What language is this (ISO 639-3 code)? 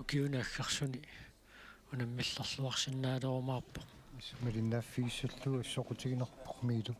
kal